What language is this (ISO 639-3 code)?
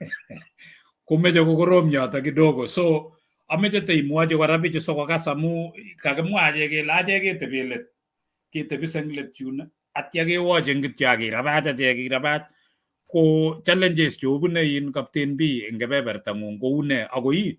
kln